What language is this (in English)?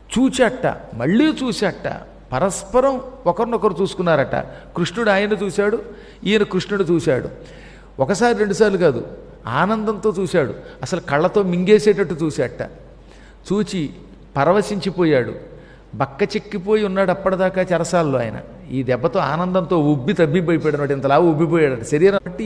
Telugu